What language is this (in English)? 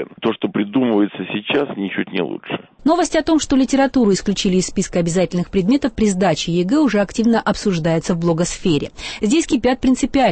Russian